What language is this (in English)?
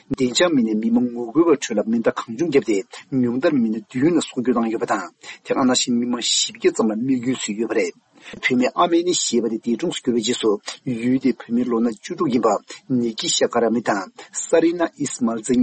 Tibetan